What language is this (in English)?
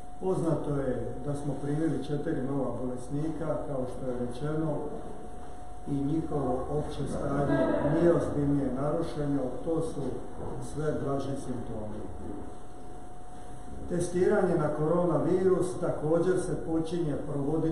Croatian